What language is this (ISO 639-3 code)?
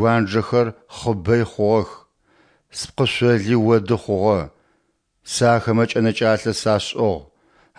ady